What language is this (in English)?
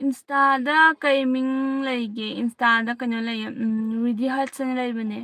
Manipuri